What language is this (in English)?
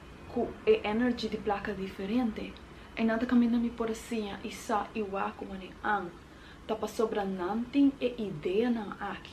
Papiamento